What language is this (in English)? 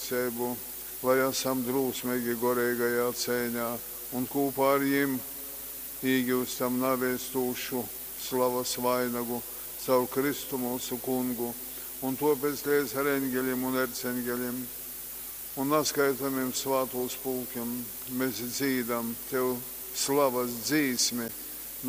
Latgalian